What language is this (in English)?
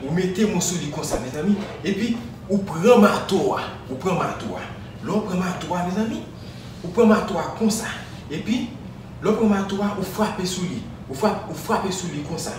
Haitian Creole